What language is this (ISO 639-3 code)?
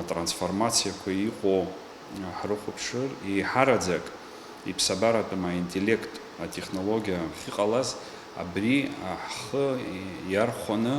abk